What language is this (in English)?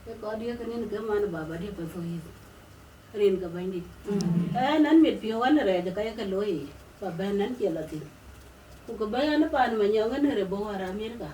Dinka